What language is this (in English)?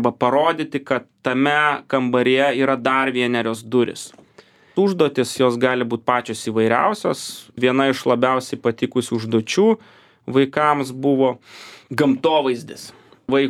Lithuanian